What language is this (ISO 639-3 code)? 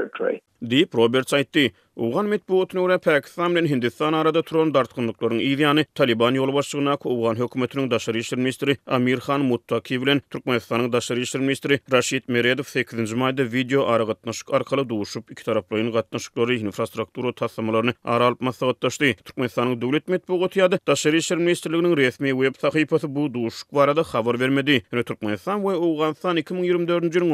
tuk